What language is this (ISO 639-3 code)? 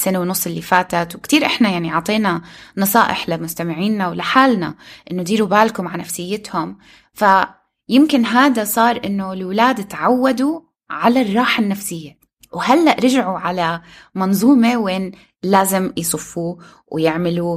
apc